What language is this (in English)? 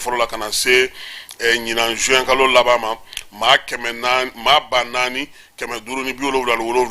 Bambara